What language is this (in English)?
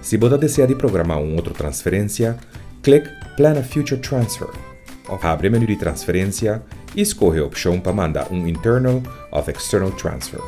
Papiamento